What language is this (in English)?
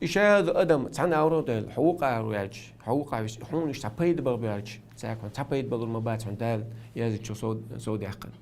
Chechen